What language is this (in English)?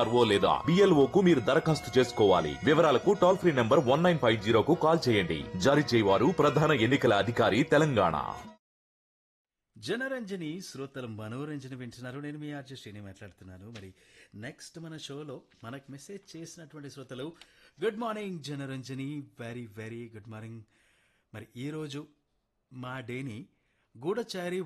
Telugu